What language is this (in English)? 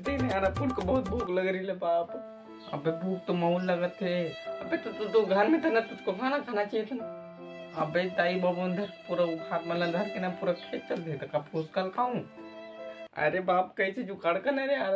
Chhattisgarhi